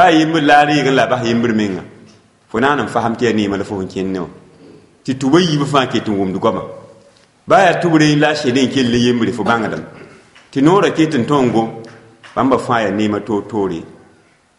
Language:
Mossi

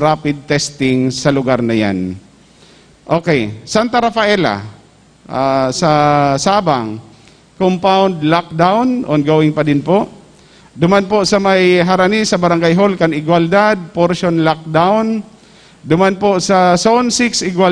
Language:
Bikol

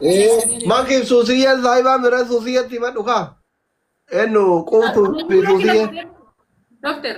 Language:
Oromo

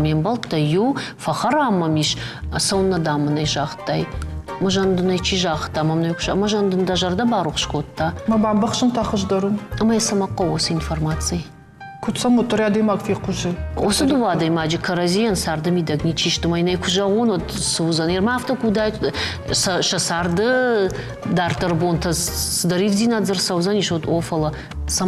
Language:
Ossetic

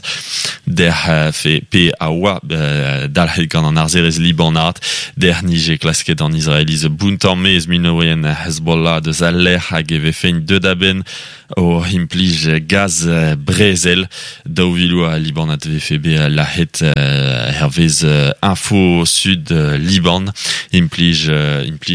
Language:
Breton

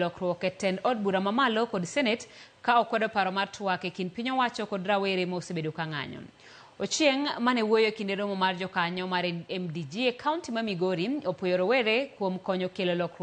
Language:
Luo (Kenya and Tanzania)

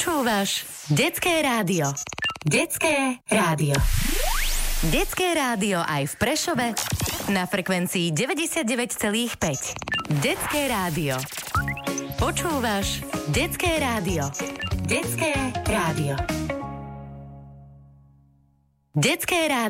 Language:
Slovak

